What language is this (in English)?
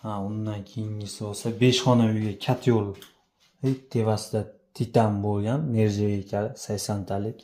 Uzbek